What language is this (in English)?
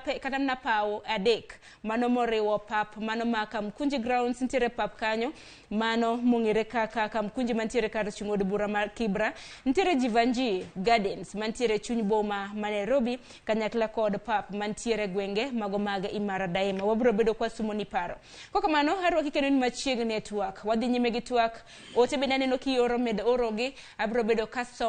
Luo (Kenya and Tanzania)